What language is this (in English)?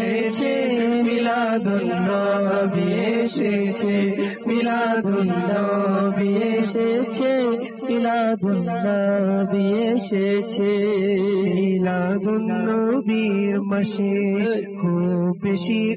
Bangla